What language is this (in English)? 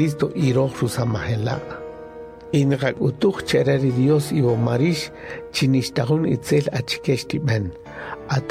Kaqchikel